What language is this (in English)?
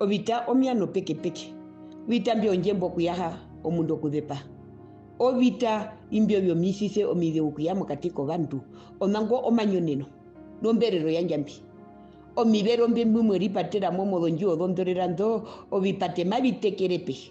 Herero